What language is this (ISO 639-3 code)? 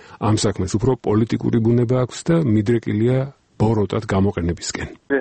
kat